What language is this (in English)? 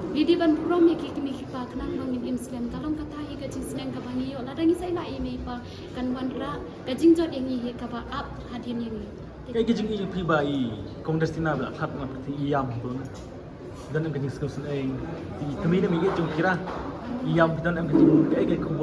Khasi